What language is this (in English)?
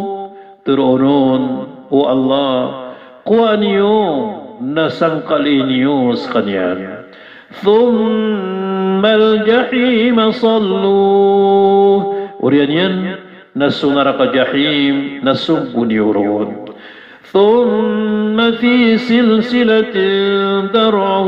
Maranao